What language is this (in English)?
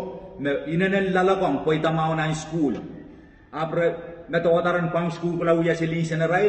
Pohnpeian